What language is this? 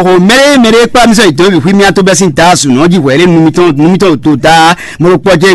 Fon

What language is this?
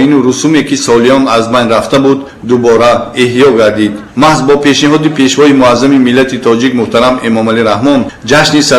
Tajik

